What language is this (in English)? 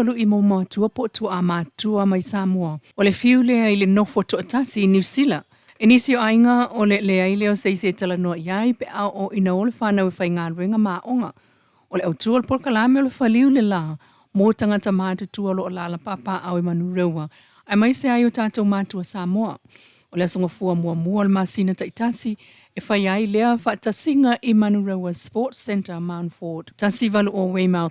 Samoan